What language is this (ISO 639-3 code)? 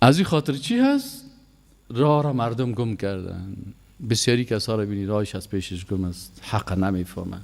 fas